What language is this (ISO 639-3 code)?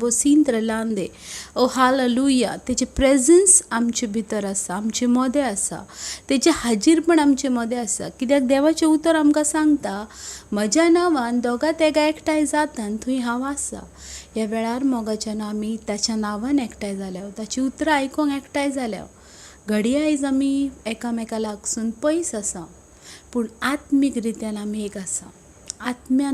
kok